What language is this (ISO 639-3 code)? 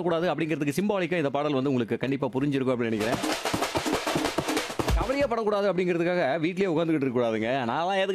tam